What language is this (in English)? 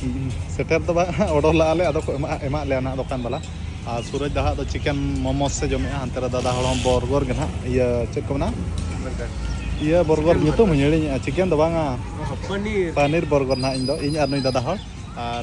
Santali